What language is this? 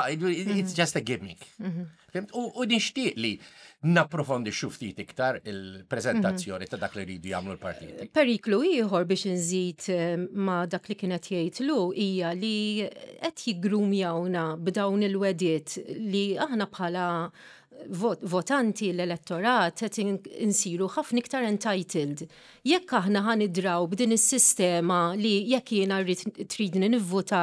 Maltese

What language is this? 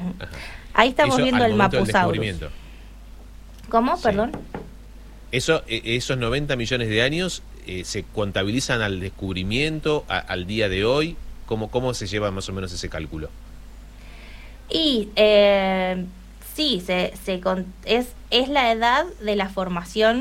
Spanish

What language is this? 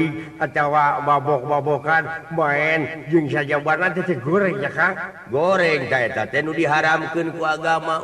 Sundanese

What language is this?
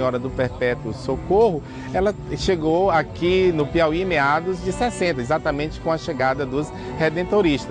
Portuguese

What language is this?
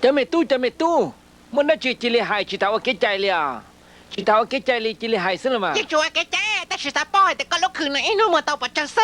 Hmong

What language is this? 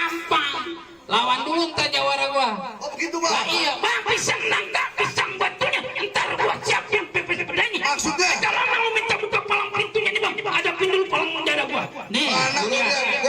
Betawi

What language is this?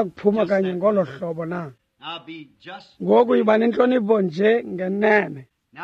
Xhosa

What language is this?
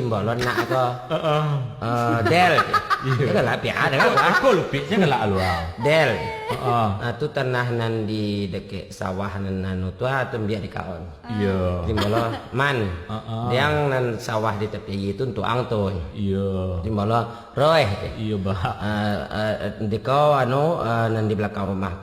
Minangkabau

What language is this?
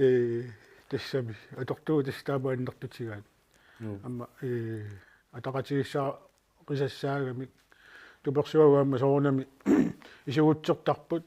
Kalaallisut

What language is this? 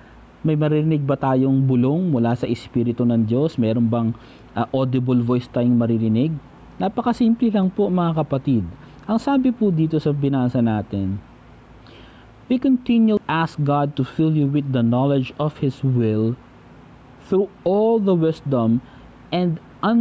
Filipino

